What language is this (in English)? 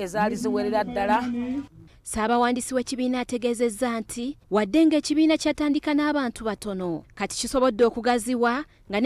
Ganda